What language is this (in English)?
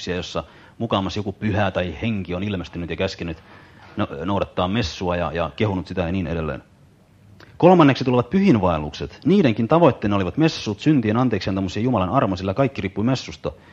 Finnish